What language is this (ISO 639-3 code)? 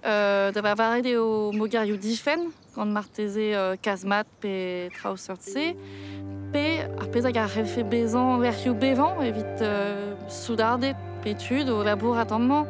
bre